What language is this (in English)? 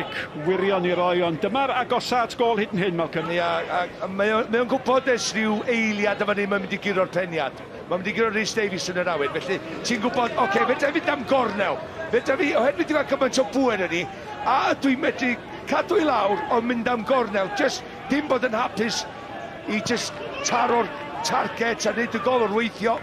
Welsh